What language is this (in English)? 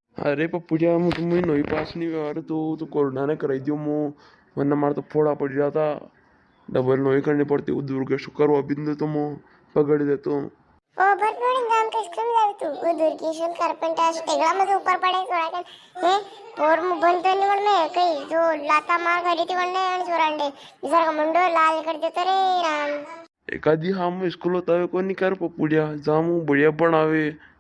Rajasthani